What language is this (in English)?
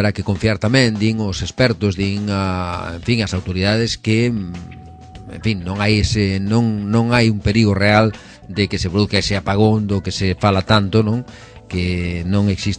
Galician